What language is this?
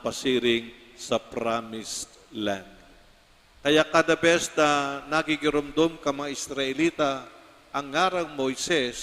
Bikol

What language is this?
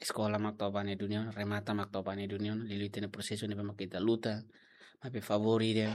Tetum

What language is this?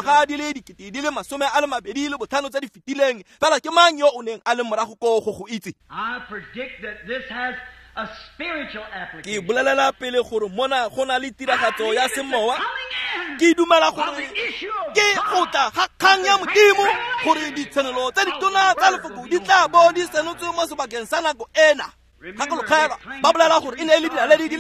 Tswana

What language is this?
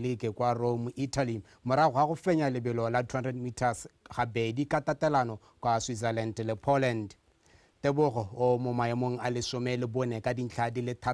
Tswana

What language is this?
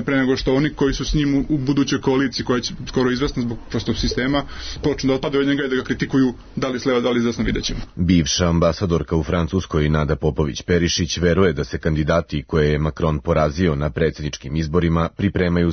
Serbian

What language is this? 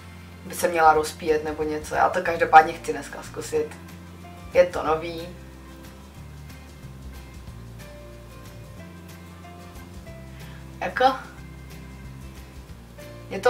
Czech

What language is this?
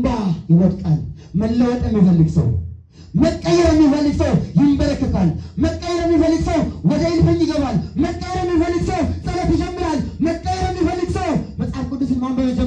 Amharic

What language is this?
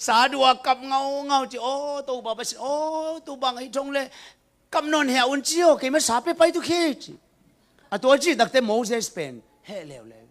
Tedim Chin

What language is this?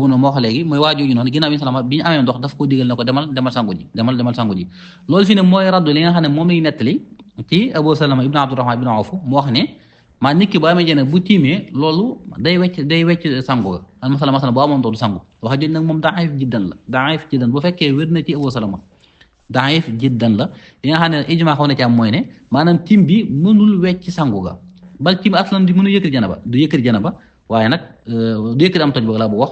Wolof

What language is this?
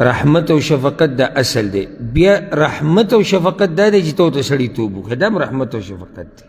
Pashto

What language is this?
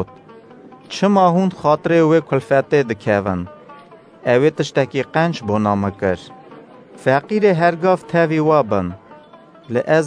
Kurdish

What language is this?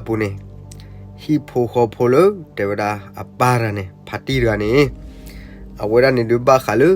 S'gaw Karen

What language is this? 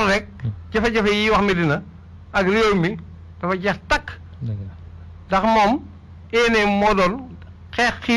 Wolof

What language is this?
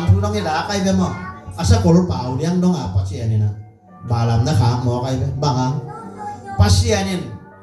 Tedim Chin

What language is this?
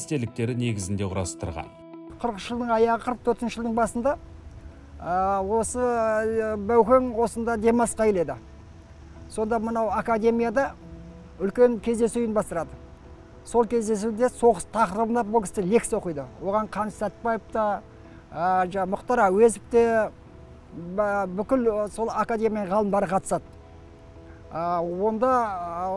Kazakh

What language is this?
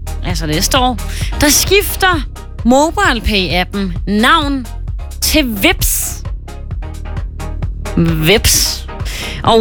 Danish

